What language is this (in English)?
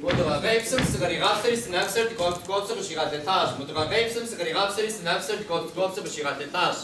Kabardian